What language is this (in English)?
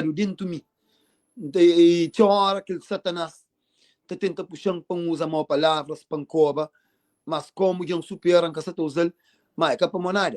Kabuverdianu